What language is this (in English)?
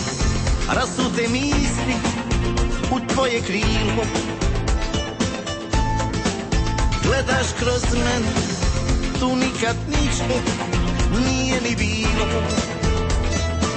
Croatian